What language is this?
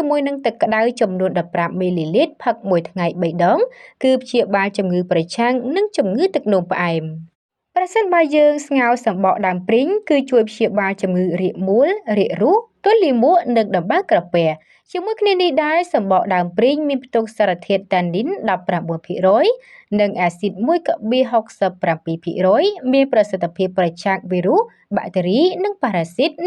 Khmer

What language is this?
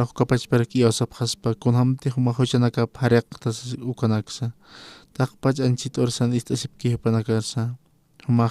Aymara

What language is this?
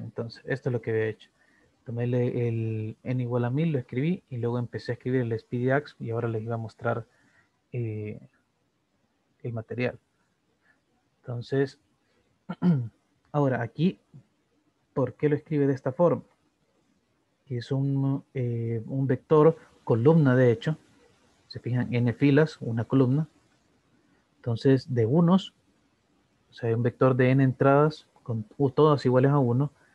Spanish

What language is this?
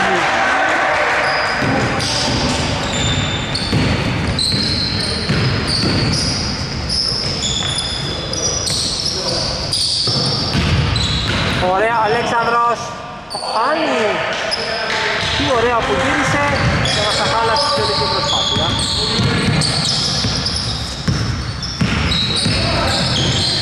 Greek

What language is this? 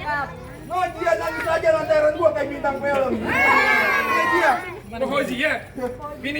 Betawi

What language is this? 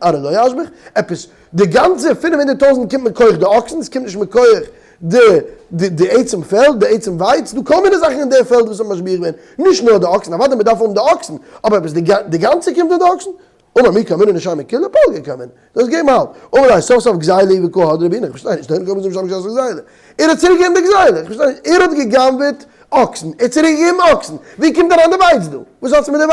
Yiddish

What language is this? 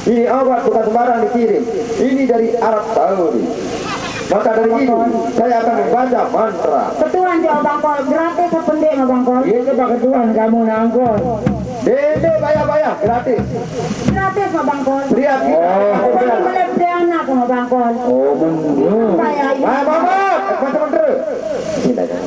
Sasak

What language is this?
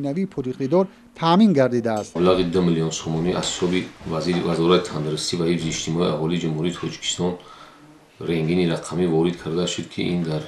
Tajik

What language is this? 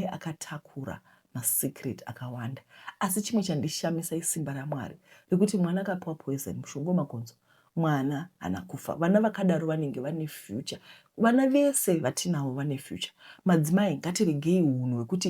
Shona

